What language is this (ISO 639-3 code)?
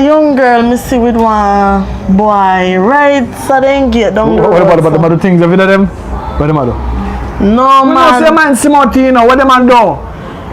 jam